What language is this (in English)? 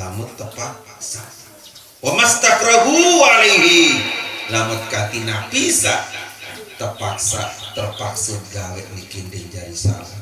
Sasak